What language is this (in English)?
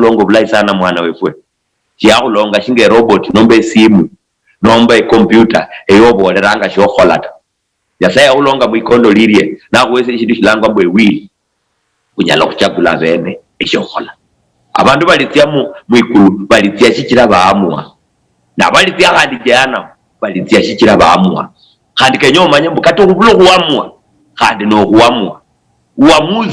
Luyia